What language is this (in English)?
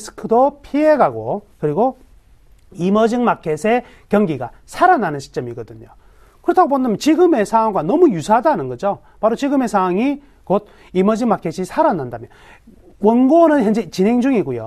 Korean